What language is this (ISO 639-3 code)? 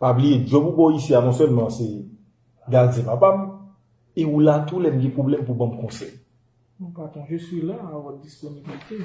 hat